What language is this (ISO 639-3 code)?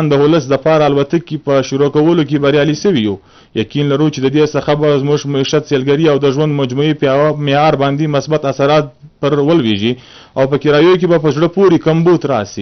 pus